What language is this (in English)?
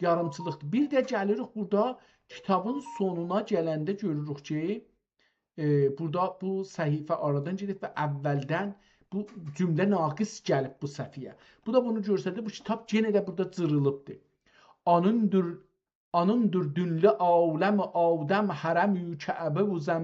South Azerbaijani